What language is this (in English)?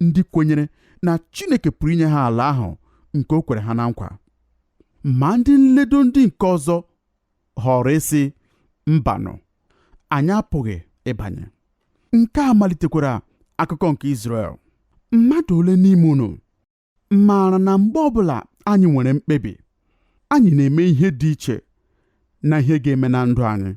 Igbo